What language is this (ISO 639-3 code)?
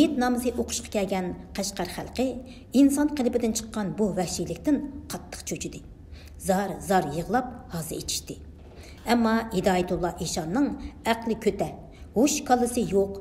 uig